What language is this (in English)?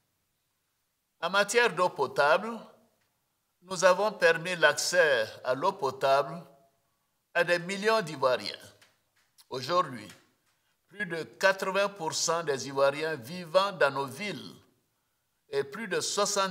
French